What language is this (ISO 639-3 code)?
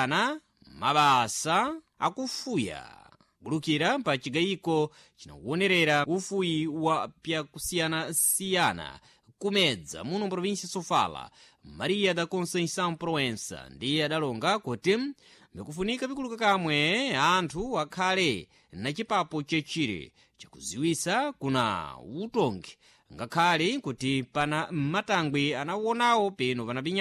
seh